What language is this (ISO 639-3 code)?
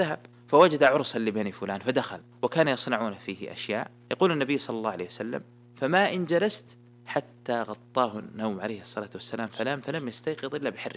ara